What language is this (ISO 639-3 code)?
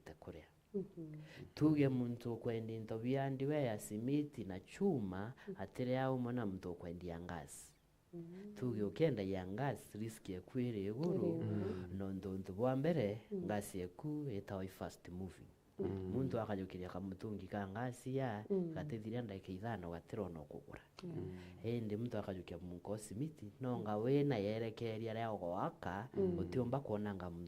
mer